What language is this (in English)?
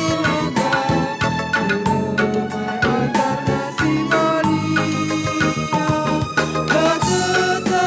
Batak Karo